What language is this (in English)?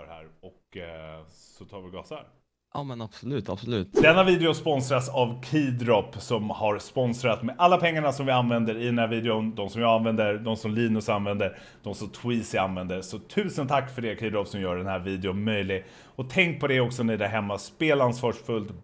Swedish